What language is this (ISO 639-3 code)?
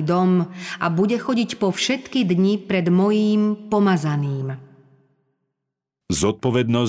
slk